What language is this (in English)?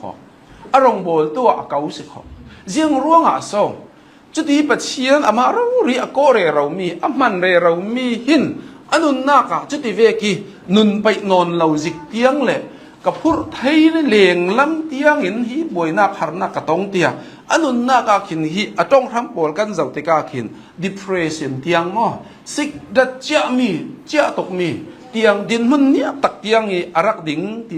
Hakha Chin